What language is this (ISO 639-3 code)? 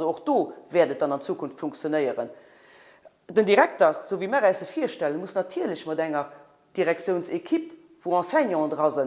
ltz